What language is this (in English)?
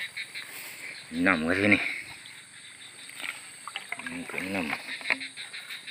Malay